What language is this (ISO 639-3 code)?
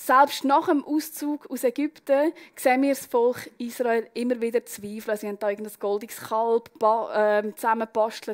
gsw